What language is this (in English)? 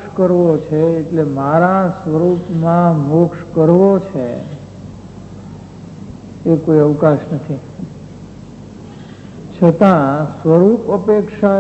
Gujarati